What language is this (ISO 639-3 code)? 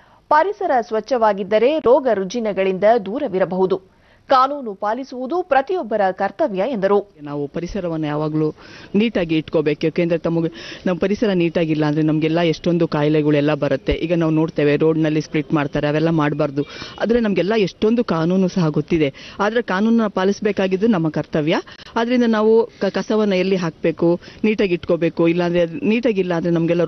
kan